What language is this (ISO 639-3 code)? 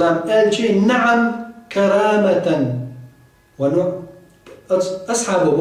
che